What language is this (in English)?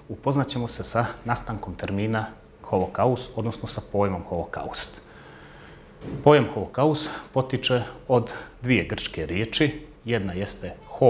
Bosnian